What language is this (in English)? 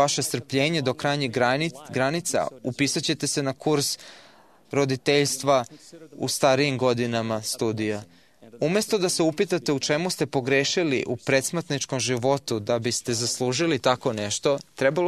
Serbian